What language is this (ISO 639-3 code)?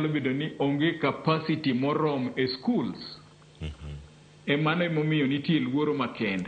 luo